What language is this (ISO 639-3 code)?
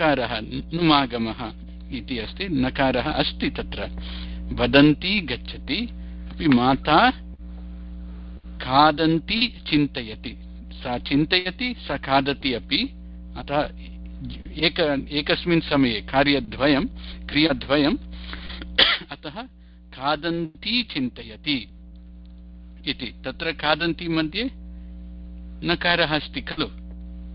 san